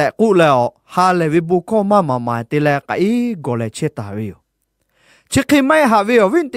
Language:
Lahu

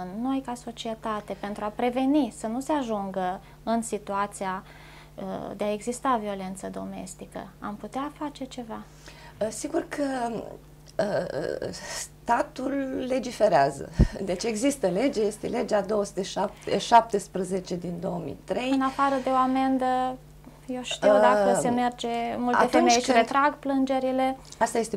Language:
Romanian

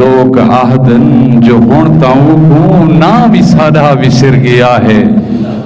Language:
Saraiki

